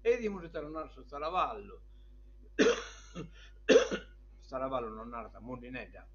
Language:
Sardinian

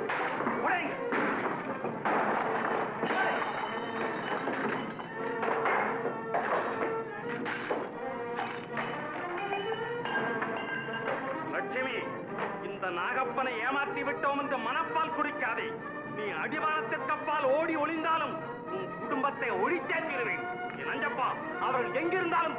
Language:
Tamil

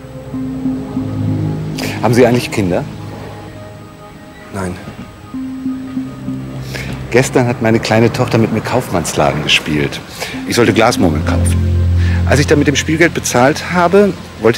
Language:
German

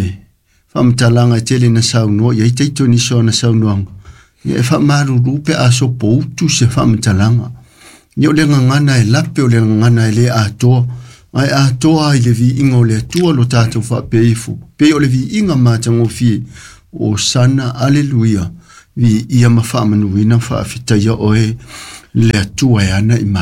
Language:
Samoan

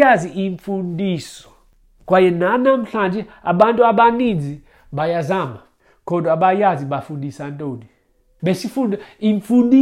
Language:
Xhosa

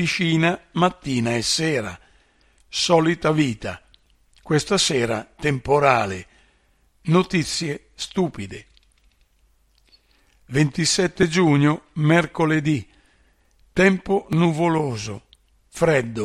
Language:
Italian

